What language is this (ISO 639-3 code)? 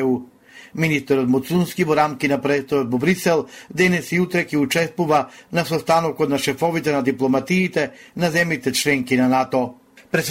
mkd